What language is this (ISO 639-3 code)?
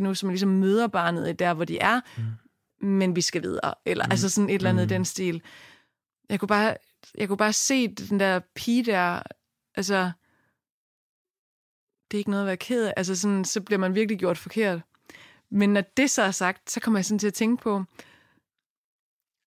dan